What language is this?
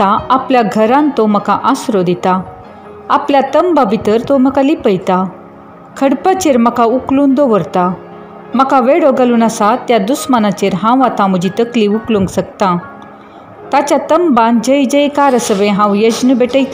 Konkani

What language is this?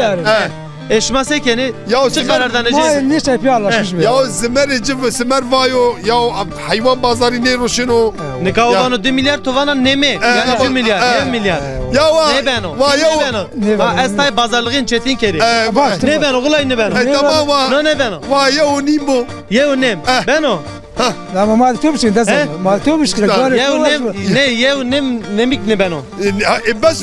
Zaza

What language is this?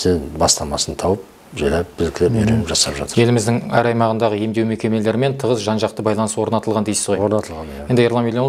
Kazakh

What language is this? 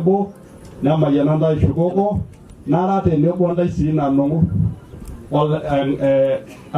Masai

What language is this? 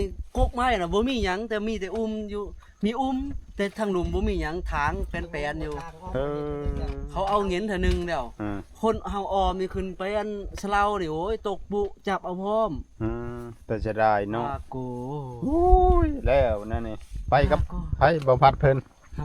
Northeastern Thai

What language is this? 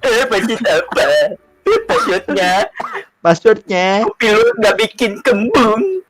Banjar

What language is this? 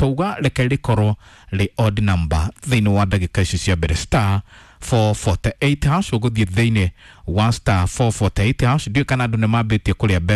Kikuyu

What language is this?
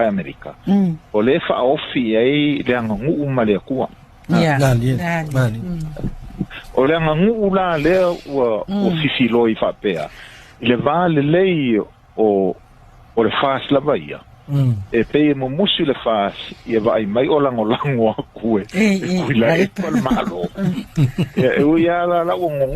Samoan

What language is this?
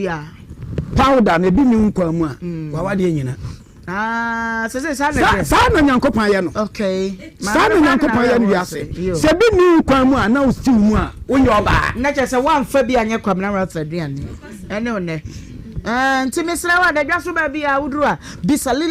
Akan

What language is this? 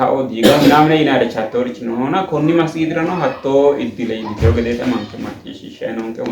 Sidamo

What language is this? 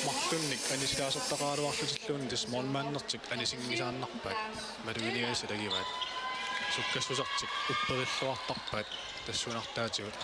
Kalaallisut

